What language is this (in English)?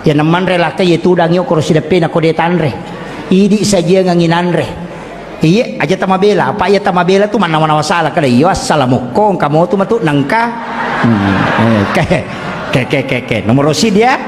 Buginese